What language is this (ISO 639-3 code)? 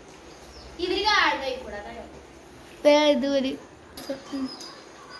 mal